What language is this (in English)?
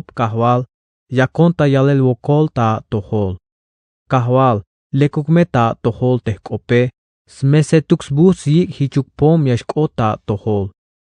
Tzeltal